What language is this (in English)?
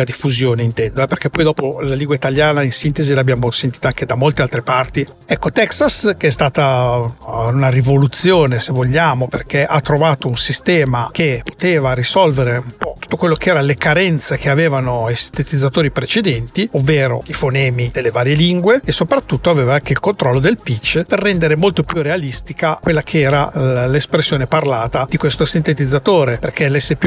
Italian